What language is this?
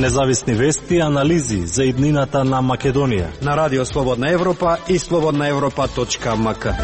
Macedonian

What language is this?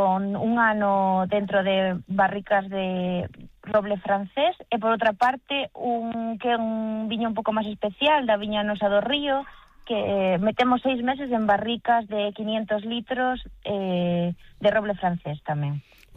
Galician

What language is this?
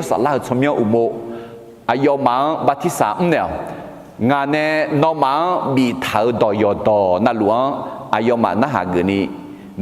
Akha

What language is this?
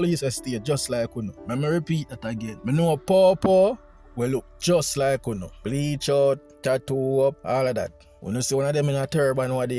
Jamaican Creole English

